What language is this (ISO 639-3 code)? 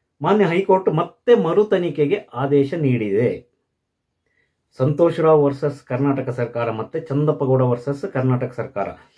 kan